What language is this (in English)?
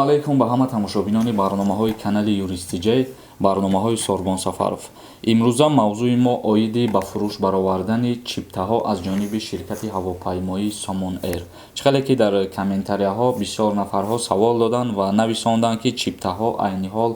Tajik